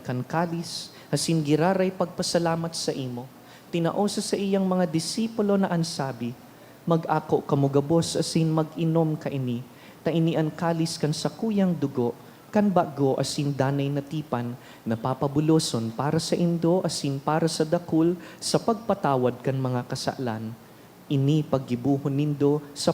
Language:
Bikol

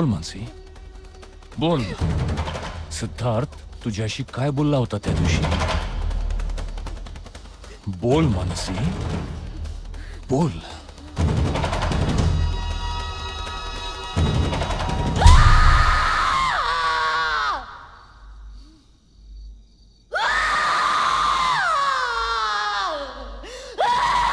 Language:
Marathi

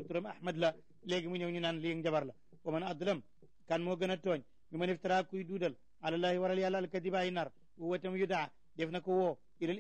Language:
Wolof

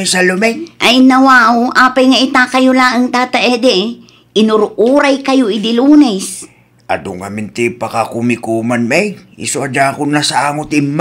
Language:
Iloko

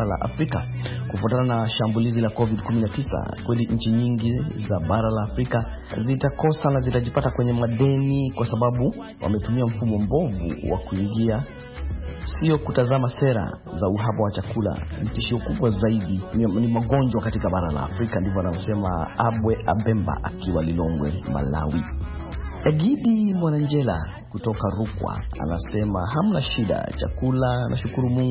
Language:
Swahili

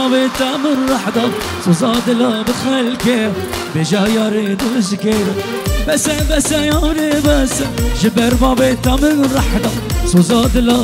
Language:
Kurdish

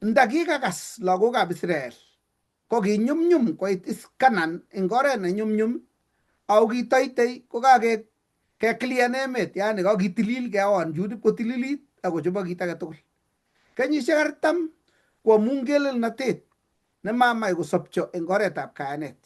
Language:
Kalenjin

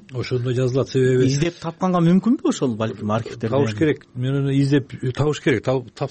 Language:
Kyrgyz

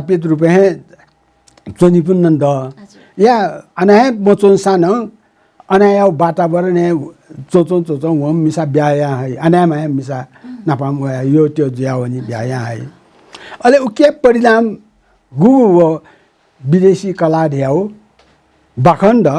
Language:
Newari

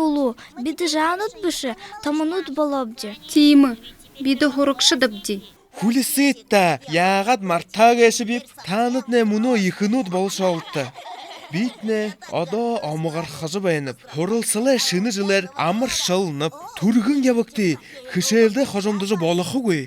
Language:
Buriat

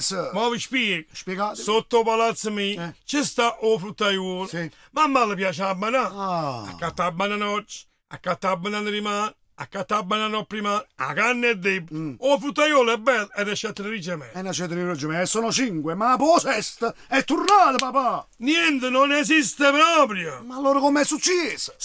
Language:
Neapolitan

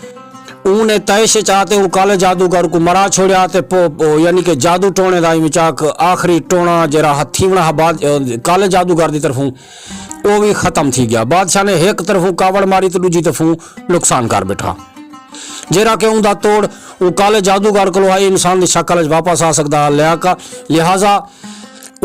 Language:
Saraiki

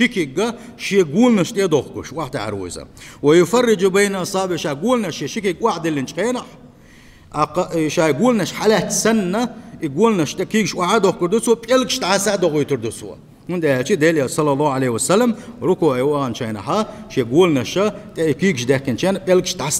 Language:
Chechen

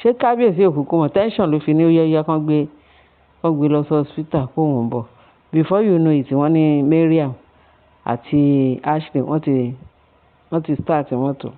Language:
Yoruba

